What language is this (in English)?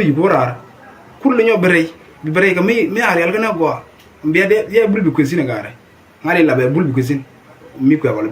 Nuer